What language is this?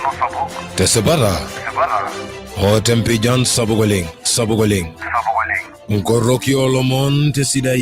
Masai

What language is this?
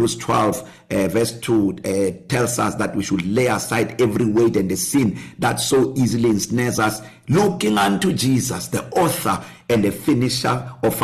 English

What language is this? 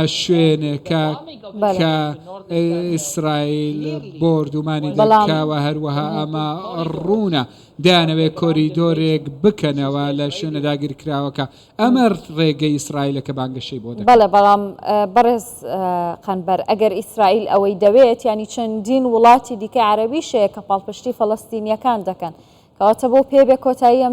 Central Kurdish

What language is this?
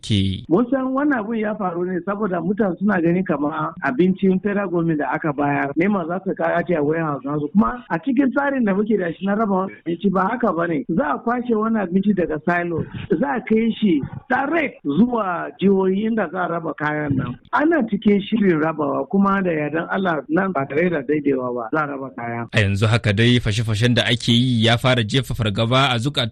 Hausa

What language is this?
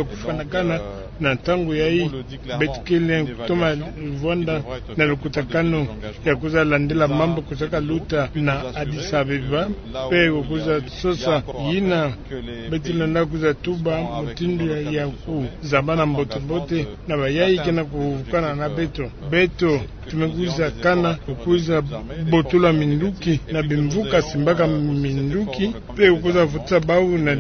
Kituba (Democratic Republic of Congo)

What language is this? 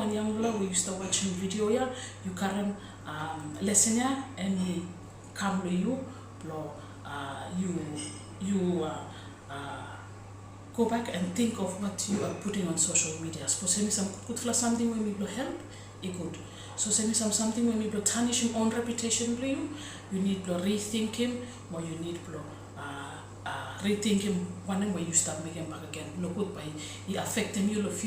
Bislama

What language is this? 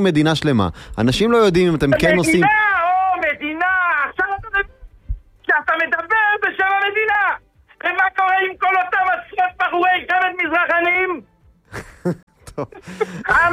Hebrew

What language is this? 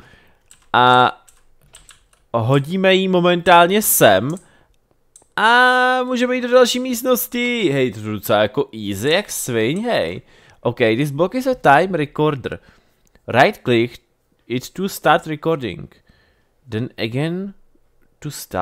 Czech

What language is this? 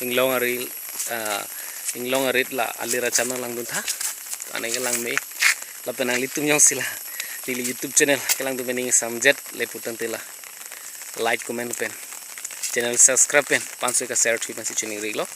Karbi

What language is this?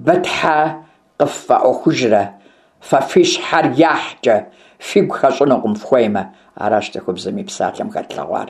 Kabardian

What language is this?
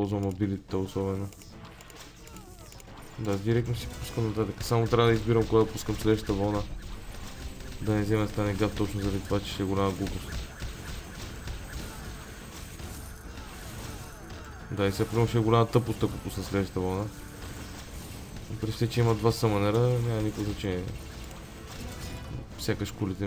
Bulgarian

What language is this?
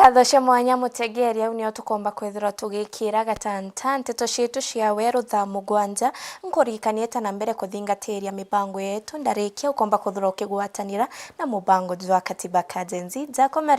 Meru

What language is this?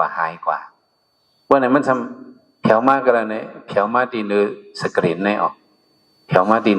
Shan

